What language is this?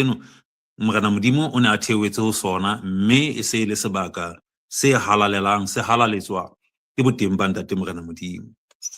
Southern Sotho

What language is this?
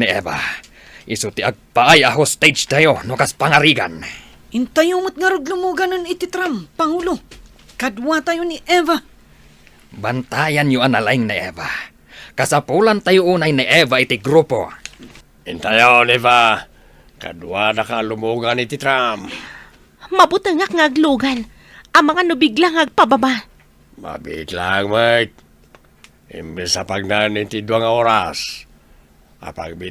Iloko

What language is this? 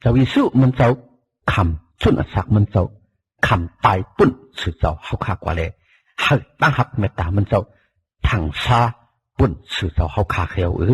Shan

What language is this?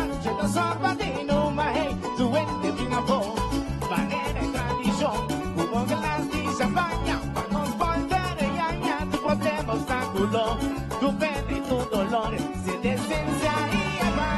Papiamento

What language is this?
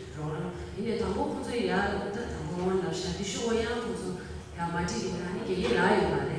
Tibetan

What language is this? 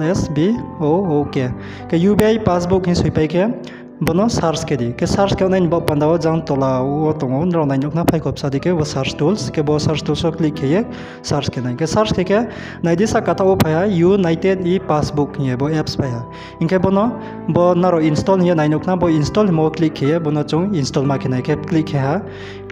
Riang (India)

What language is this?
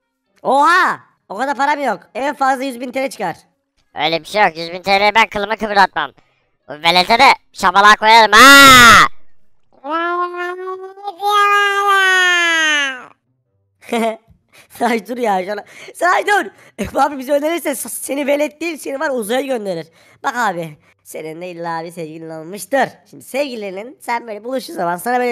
Turkish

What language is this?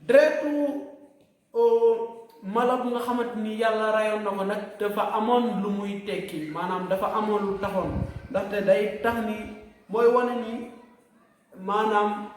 Wolof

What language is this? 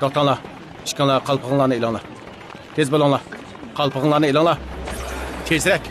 Uyghur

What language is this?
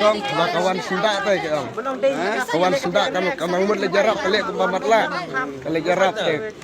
Khasi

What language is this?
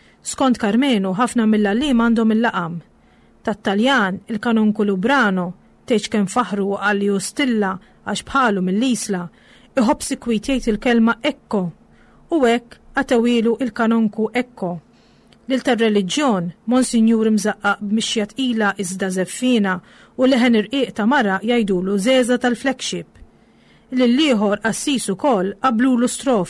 Maltese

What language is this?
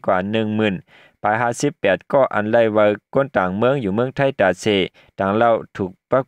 Shan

